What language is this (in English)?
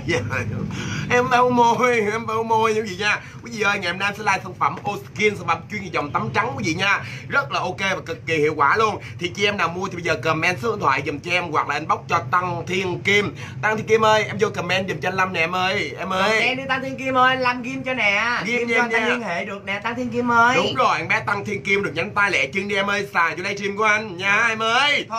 Vietnamese